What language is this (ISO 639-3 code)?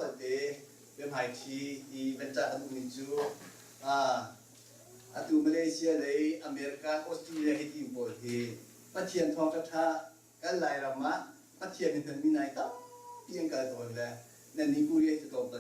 cnh